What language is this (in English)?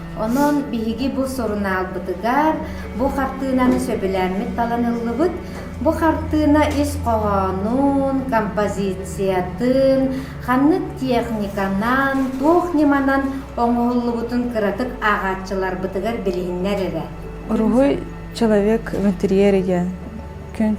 Yakut